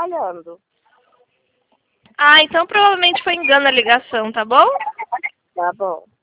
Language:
Portuguese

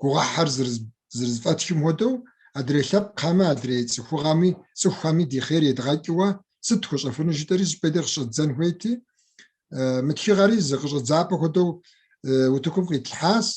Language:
Kabardian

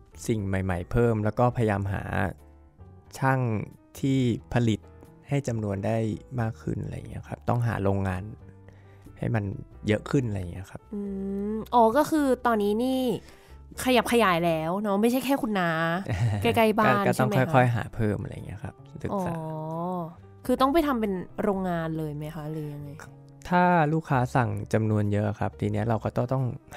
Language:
Thai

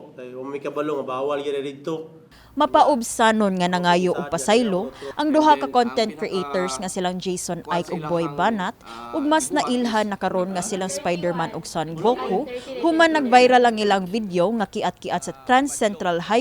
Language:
Cebuano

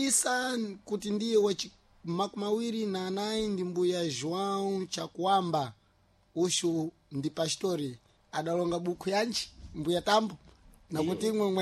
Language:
Sena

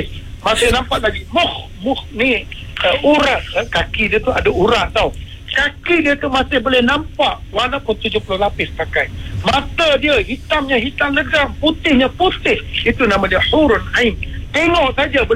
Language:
Malay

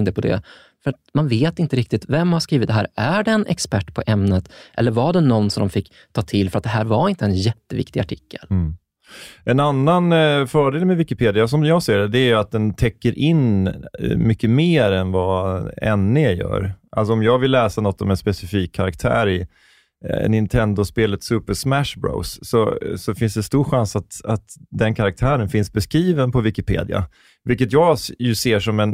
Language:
Swedish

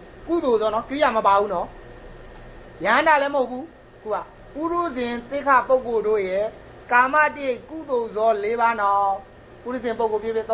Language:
Burmese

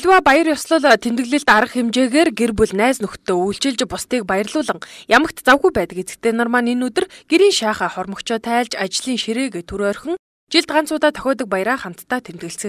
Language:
Mongolian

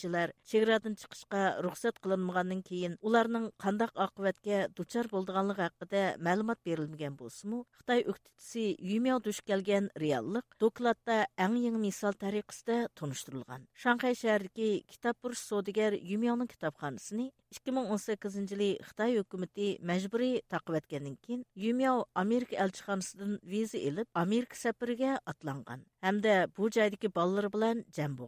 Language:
Uyghur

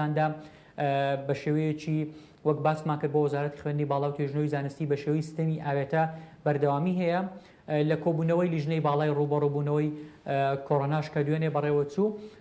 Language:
Central Kurdish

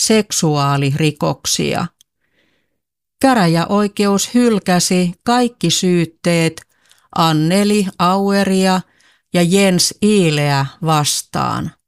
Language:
Finnish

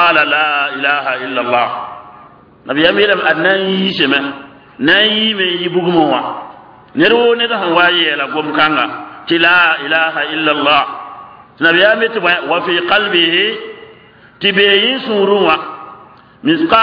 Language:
Mossi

